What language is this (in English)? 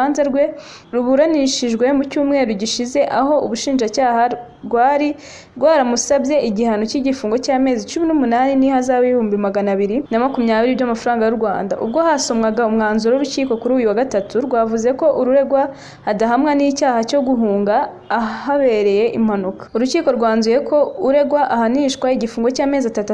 Kinyarwanda